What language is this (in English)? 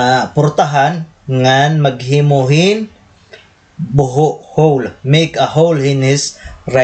Waray